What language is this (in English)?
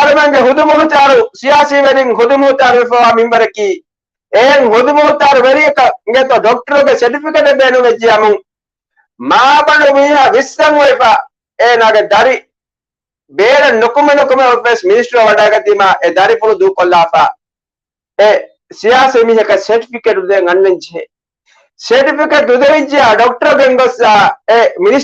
Divehi